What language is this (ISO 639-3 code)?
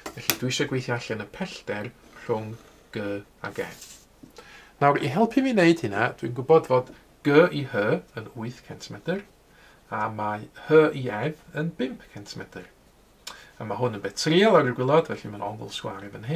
cym